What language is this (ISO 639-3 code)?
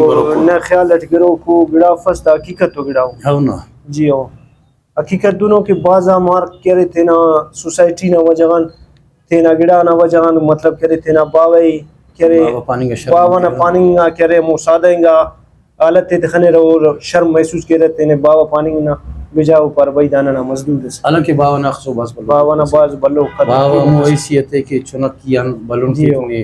brh